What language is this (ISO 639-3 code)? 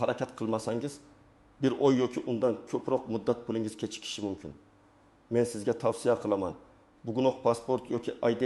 uzb